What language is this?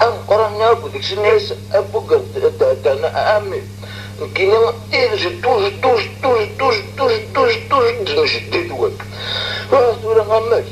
Kabyle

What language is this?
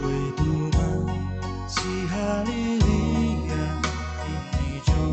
Batak Simalungun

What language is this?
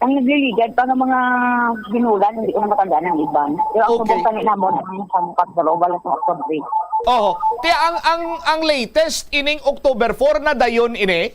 Hiligaynon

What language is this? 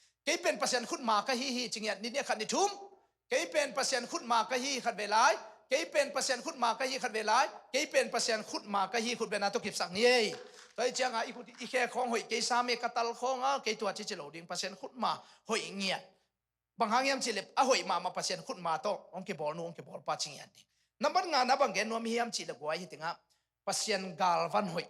Tedim Chin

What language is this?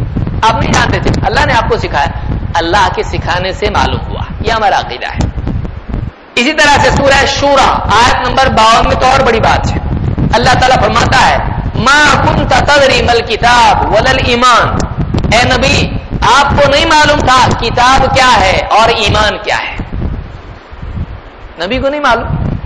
Urdu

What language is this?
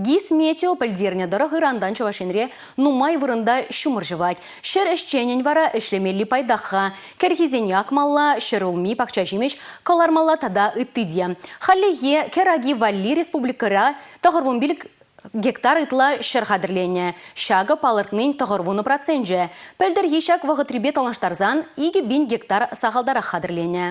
Chuvash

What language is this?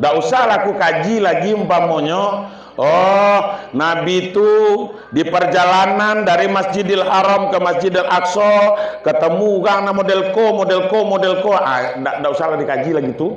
Minangkabau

